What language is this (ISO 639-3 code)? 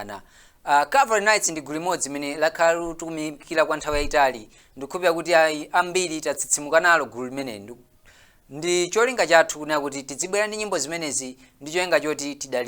nya